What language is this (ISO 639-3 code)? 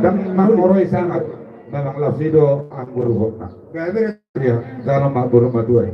bbc